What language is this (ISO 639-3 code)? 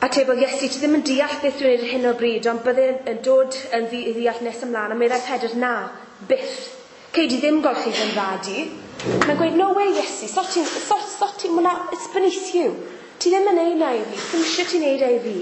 cym